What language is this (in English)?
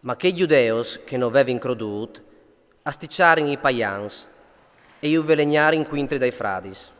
Friulian